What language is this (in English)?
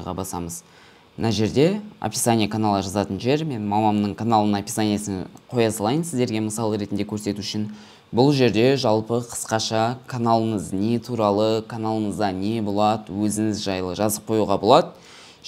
Kazakh